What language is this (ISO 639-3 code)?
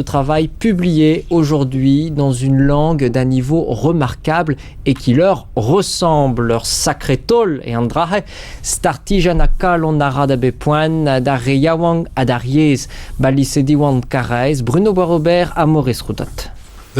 bre